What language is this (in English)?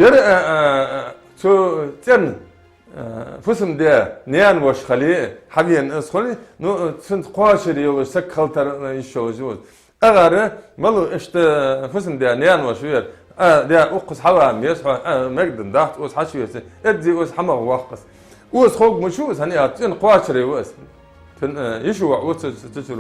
Ingush